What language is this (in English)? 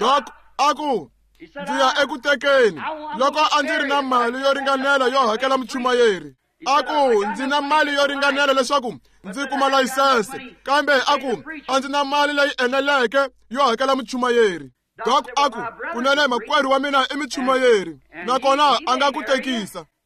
Tsonga